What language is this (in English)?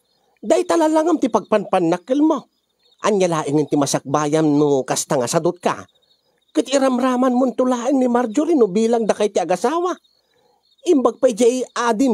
Iloko